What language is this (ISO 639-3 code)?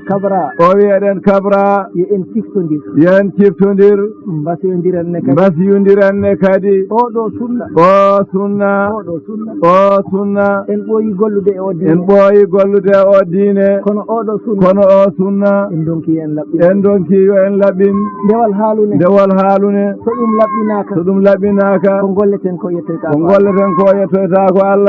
ful